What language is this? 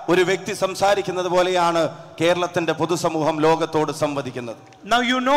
Malayalam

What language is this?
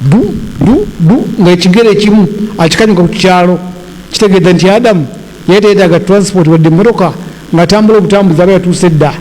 Ganda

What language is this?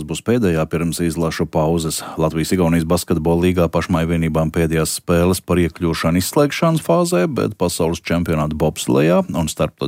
Latvian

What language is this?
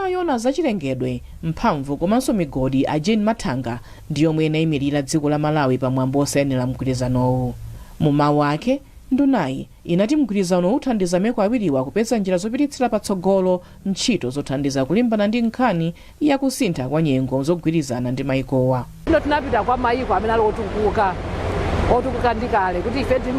Nyanja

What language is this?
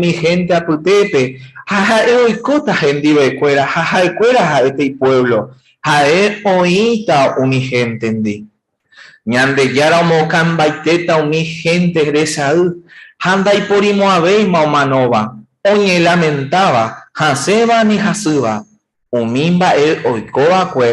Guarani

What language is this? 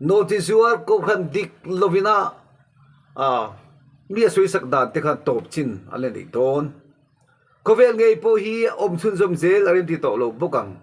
Mizo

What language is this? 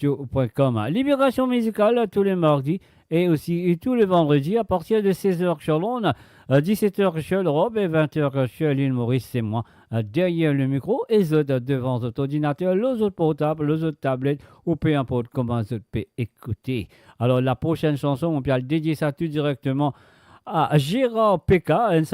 Morisyen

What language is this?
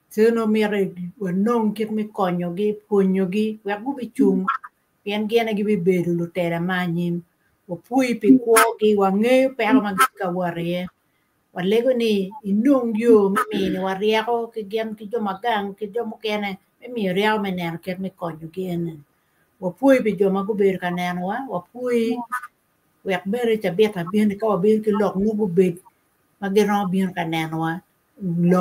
Acoli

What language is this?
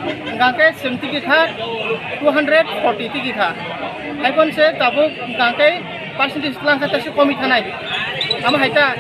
Kok Borok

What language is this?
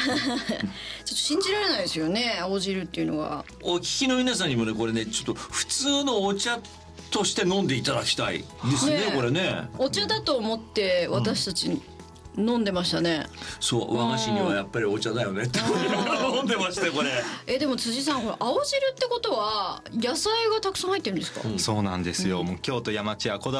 Japanese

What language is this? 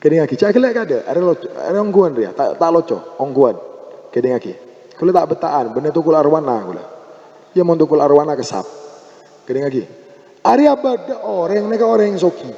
Madurese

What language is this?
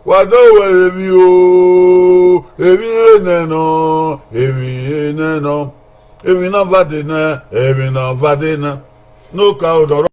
Bini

